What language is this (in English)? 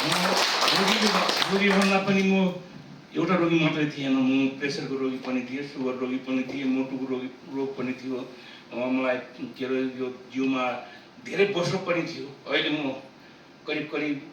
Nepali